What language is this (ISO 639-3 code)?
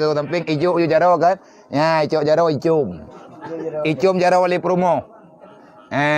ace